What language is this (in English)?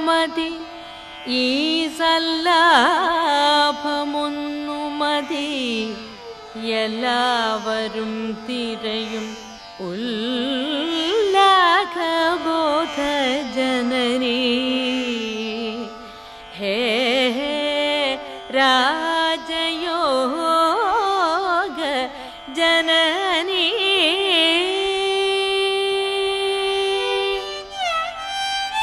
Malayalam